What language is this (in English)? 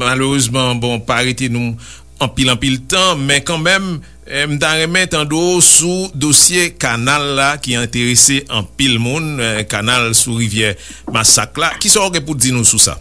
Haitian Creole